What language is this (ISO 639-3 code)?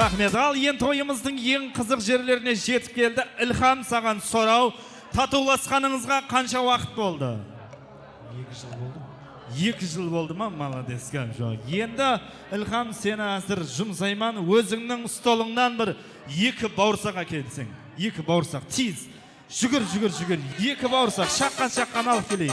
kaa